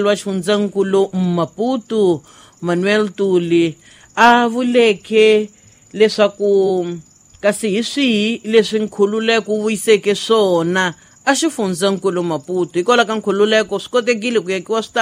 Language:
Tsonga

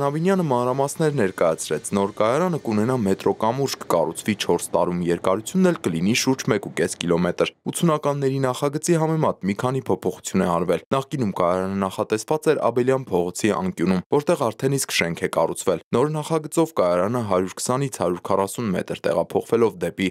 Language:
Armenian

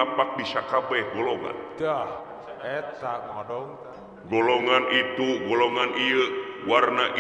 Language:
Sundanese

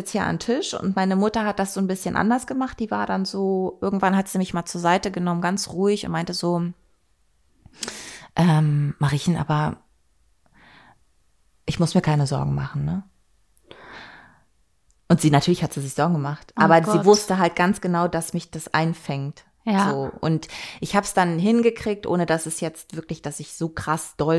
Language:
German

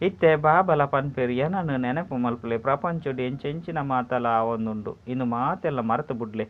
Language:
Tulu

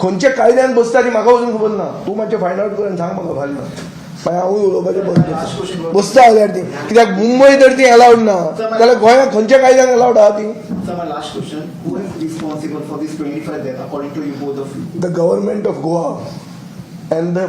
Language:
Konkani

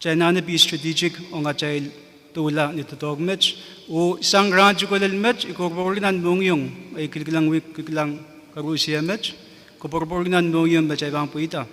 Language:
Pohnpeian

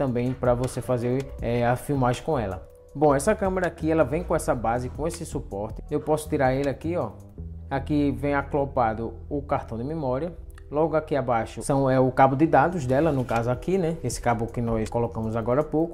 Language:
Portuguese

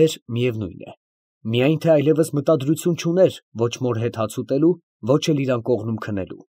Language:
Armenian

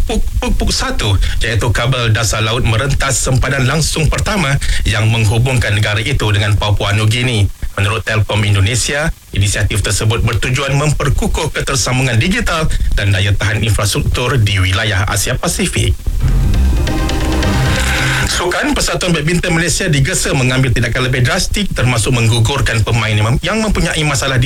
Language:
Malay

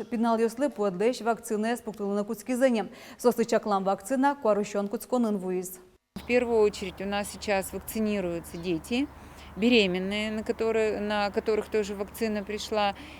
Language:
Udmurt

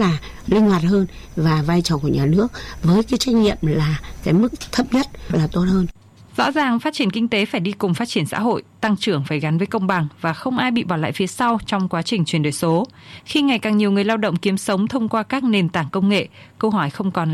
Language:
Vietnamese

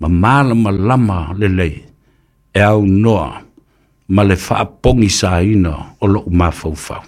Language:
Samoan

